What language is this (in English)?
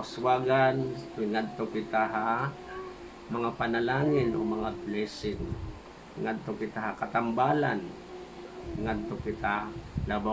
Waray